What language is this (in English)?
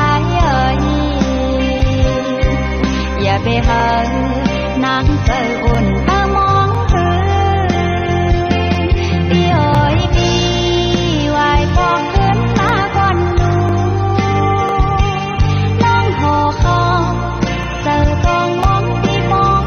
Thai